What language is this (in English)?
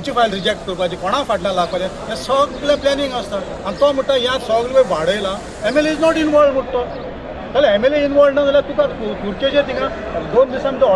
Konkani